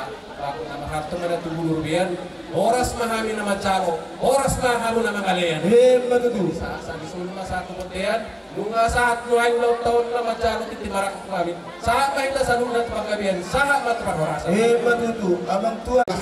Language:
Batak Toba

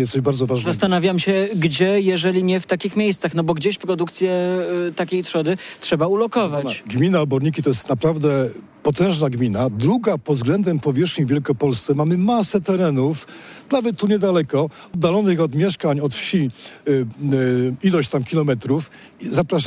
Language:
Polish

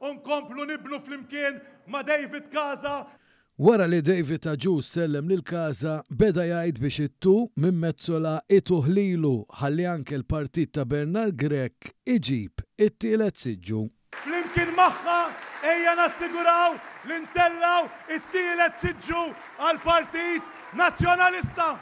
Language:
Maltese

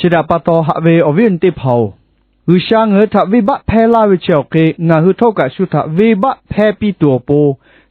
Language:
Lahu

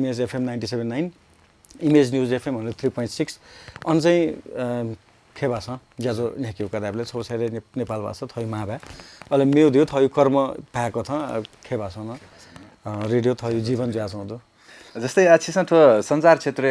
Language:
Newari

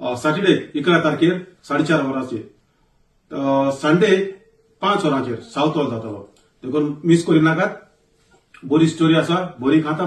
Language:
Konkani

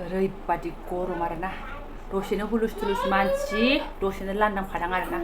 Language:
Bodo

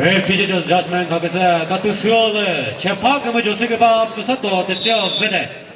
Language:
Chokri Naga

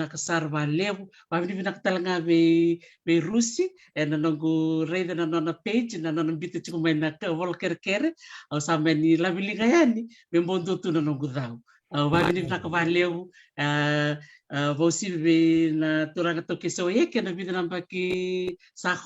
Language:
Fijian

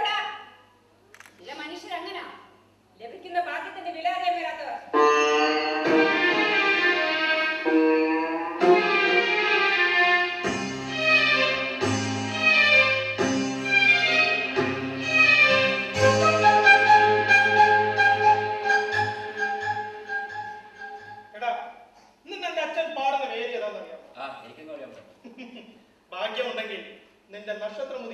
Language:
Malayalam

